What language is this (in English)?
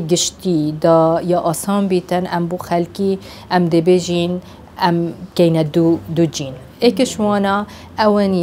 Kurdish